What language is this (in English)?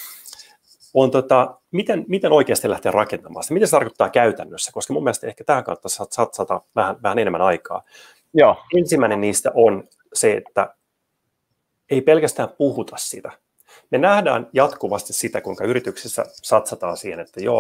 Finnish